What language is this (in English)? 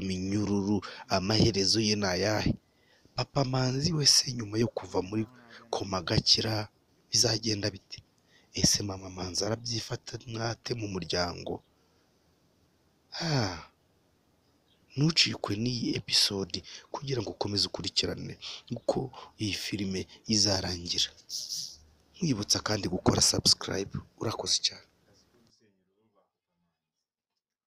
Kinyarwanda